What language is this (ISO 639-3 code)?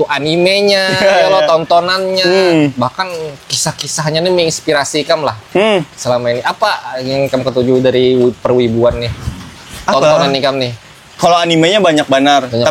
bjn